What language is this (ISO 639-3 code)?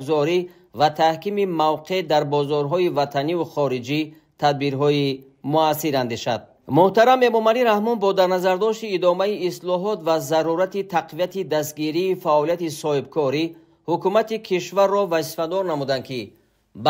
tgk